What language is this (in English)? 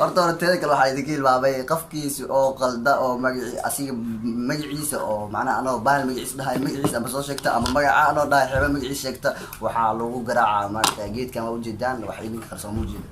Somali